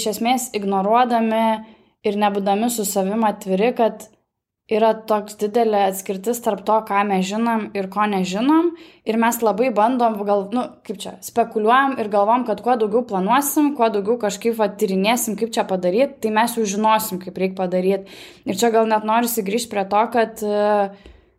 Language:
Lithuanian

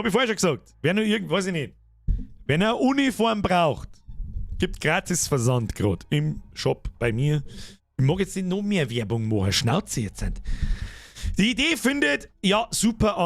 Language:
Bavarian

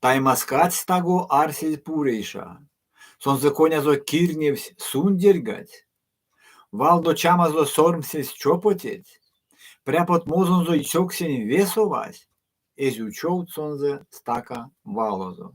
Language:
Erzya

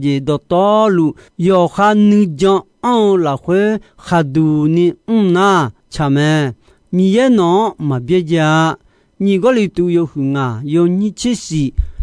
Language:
Akha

